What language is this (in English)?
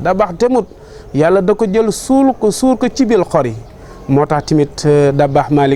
Wolof